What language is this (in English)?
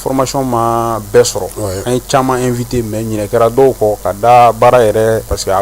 Bambara